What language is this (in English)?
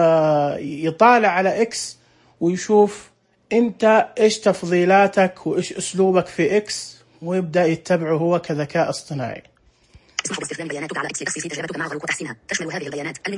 Najdi Arabic